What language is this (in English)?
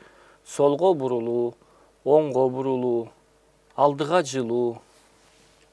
Kyrgyz